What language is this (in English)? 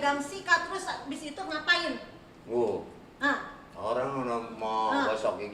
Betawi